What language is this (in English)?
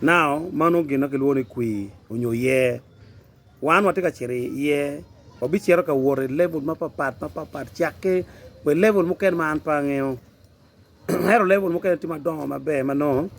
Acoli